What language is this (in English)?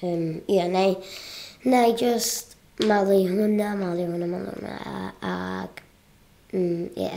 Welsh